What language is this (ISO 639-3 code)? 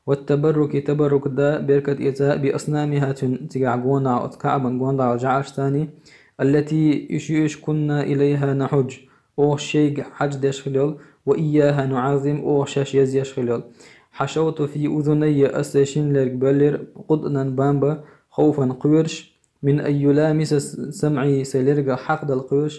che